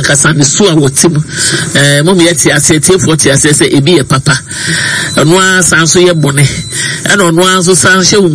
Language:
Akan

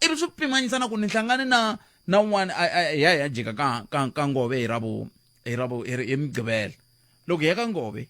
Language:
Tsonga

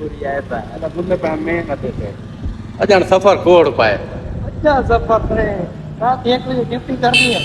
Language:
Saraiki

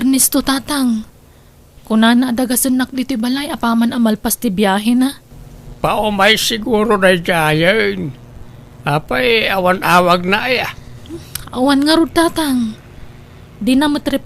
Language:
Iloko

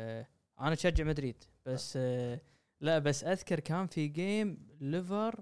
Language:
Gulf Arabic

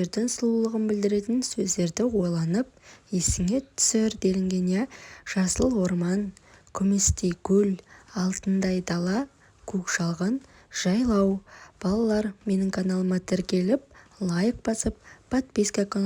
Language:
Kazakh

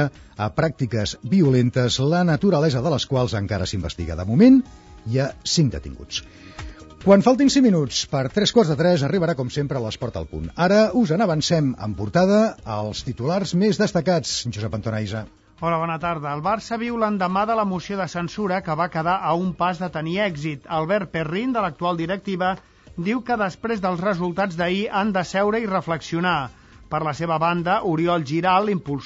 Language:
Catalan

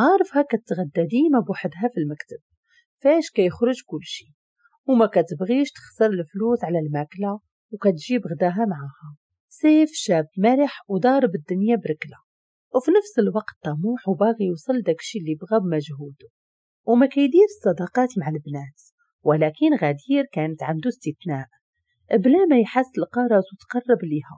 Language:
Moroccan Arabic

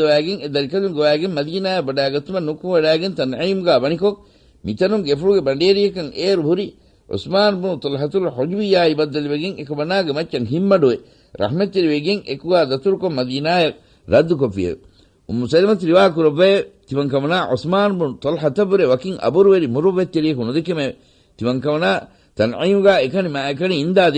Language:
Divehi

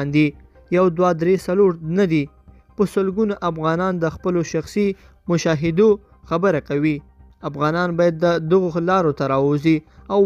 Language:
Pashto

